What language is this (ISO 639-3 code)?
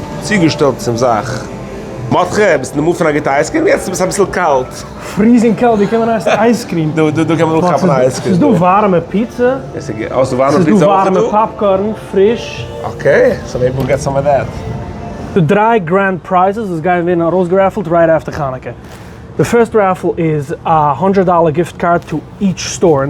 yid